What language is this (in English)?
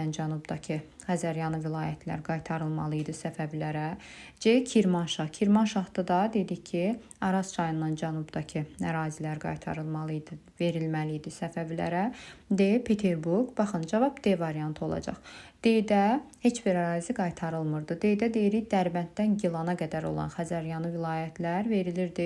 Azerbaijani